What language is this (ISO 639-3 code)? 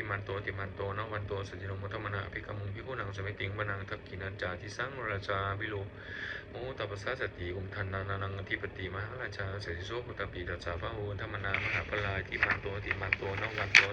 pli